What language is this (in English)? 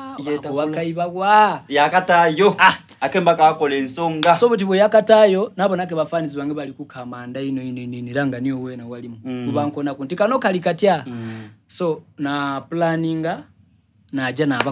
Soga